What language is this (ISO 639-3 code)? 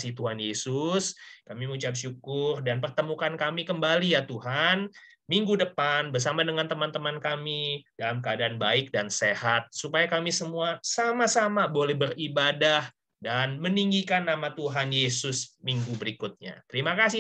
ind